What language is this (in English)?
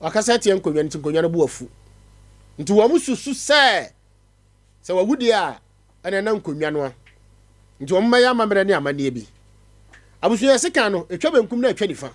Akan